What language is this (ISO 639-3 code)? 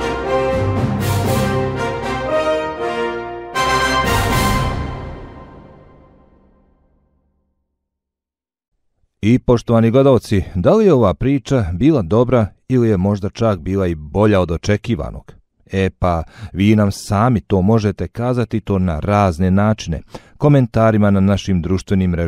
bos